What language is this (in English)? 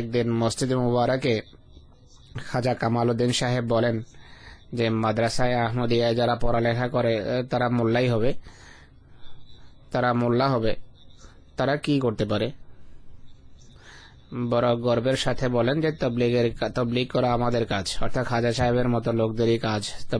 Bangla